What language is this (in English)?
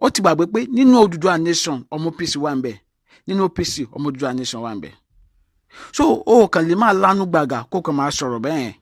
Yoruba